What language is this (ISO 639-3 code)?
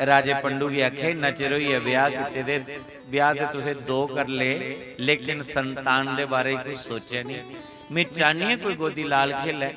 doi